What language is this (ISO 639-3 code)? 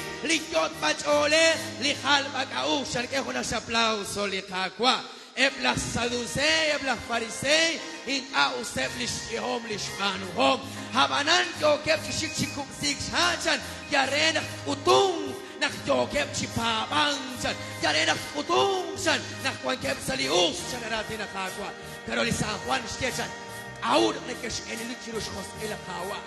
kek